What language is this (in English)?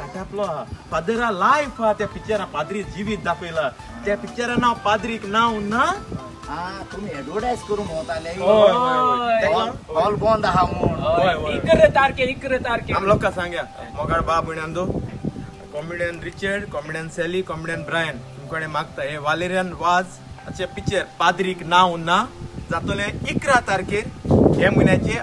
Konkani